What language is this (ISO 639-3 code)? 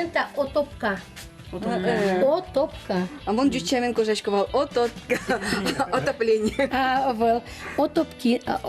udm